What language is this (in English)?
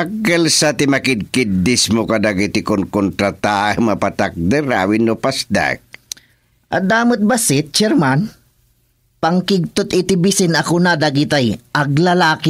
Iloko